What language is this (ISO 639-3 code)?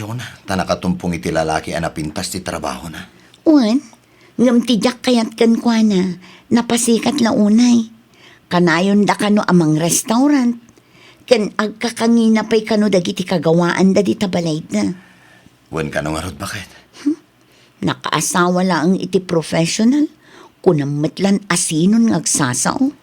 ilo